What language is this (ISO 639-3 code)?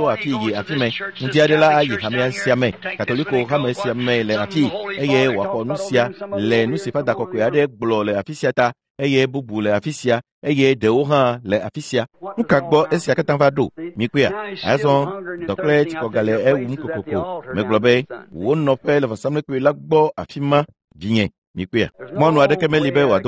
ewe